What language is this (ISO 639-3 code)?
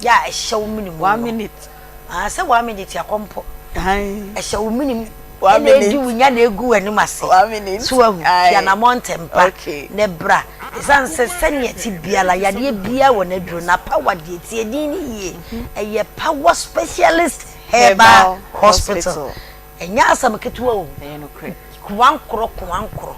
aka